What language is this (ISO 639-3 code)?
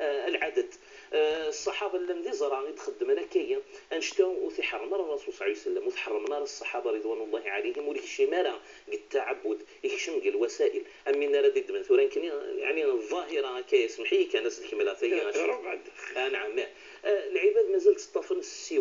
kab